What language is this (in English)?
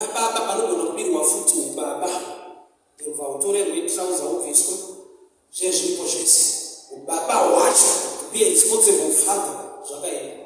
Shona